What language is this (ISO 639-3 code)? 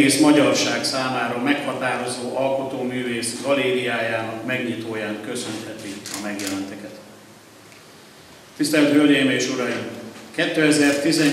hun